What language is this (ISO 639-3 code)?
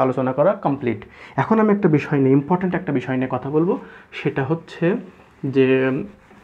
ben